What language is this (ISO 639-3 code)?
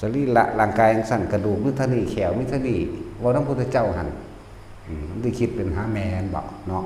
tts